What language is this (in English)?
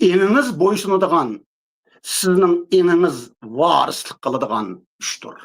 Uyghur